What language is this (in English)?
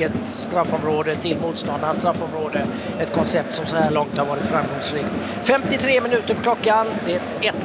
Swedish